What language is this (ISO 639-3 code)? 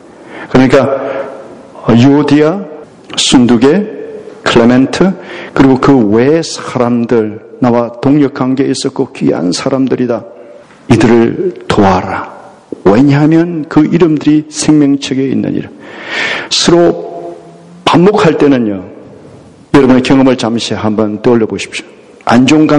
kor